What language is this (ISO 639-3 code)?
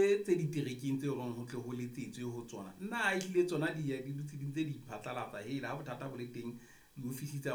sot